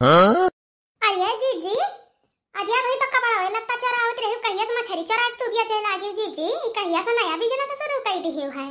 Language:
Awadhi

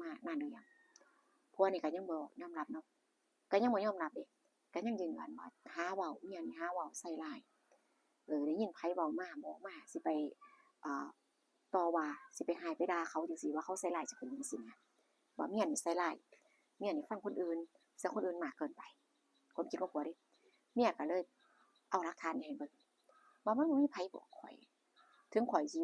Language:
Northeastern Thai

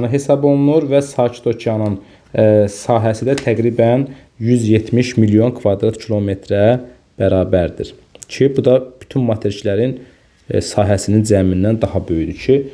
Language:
Azerbaijani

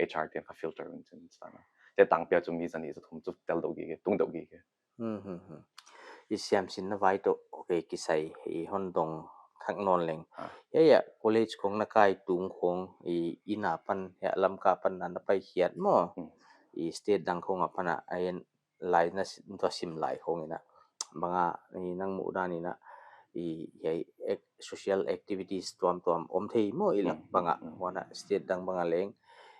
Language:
Paite Chin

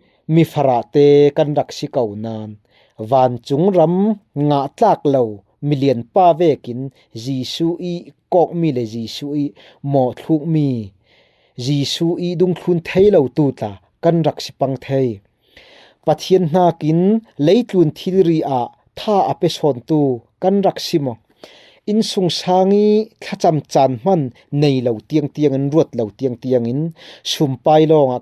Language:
Falam Chin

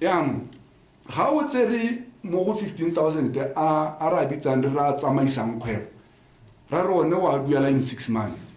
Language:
Tswana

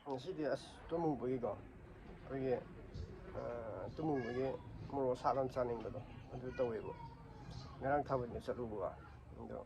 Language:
Manipuri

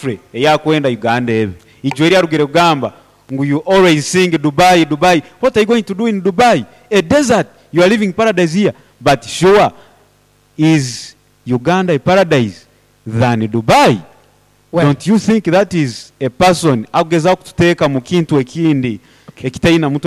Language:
Nyoro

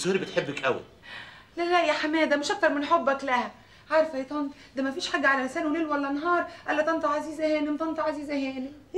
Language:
Egyptian Arabic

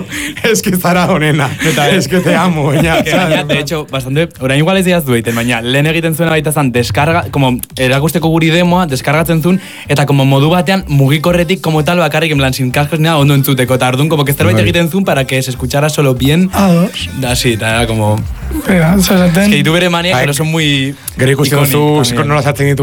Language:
Basque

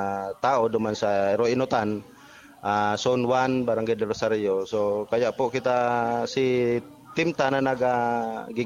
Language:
Bikol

